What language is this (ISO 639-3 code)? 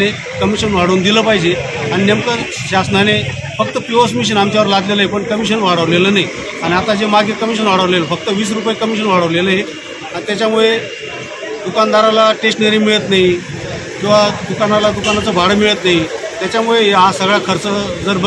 mar